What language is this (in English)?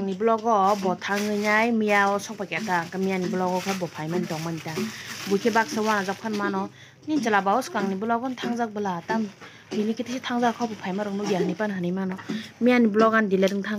Kok Borok